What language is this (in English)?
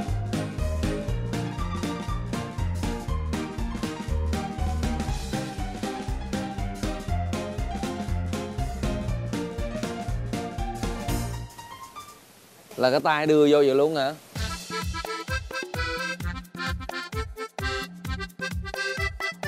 Vietnamese